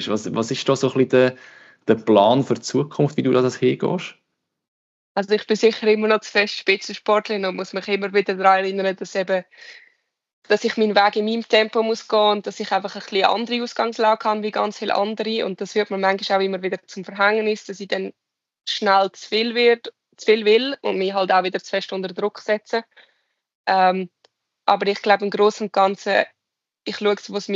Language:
German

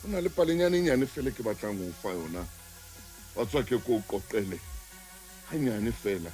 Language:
Southern Sotho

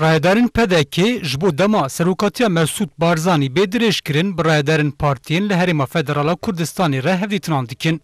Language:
Kurdish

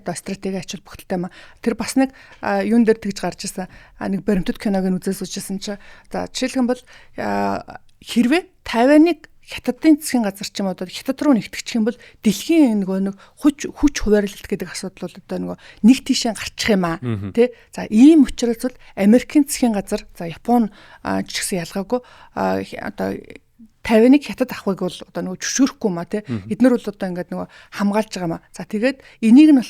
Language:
Mongolian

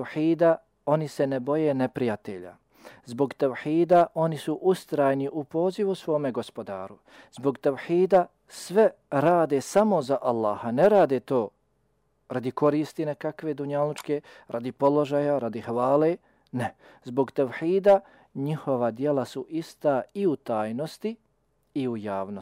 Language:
Bosnian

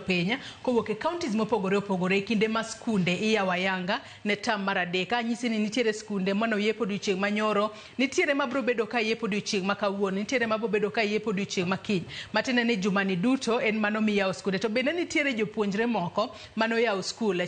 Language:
Luo (Kenya and Tanzania)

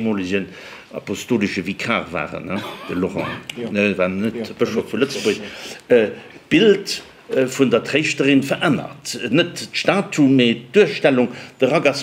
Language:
Luxembourgish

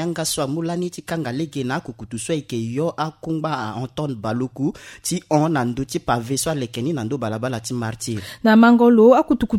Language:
Sango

